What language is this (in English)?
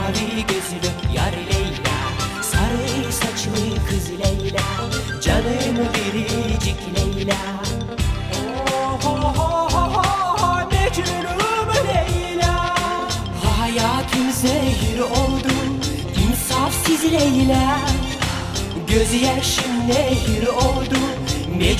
Turkish